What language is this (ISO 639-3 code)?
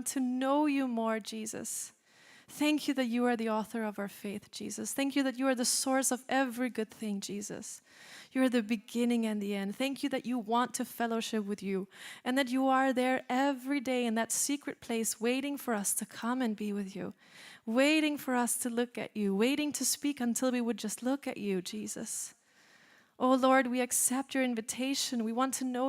eng